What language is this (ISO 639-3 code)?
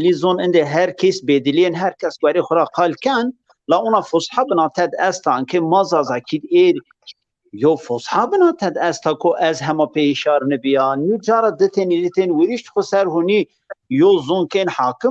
zza